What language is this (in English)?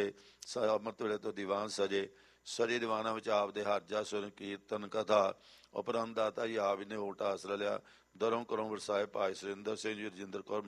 Punjabi